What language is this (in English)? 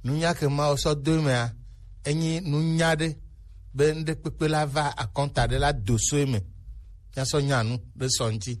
Gen